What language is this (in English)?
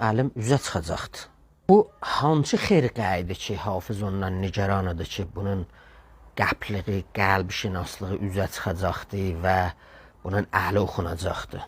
South Azerbaijani